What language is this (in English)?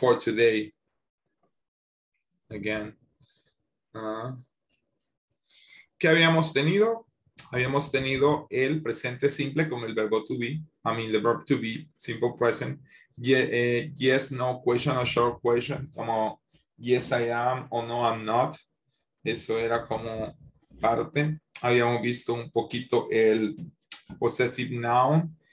Spanish